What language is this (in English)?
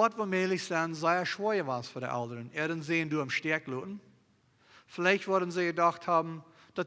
Plautdietsch